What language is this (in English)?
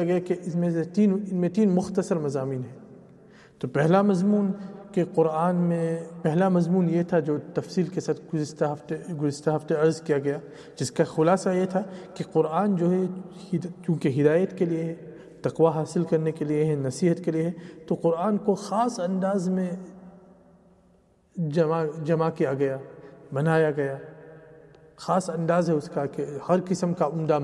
Urdu